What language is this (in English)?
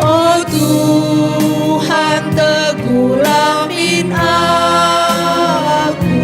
Batak Karo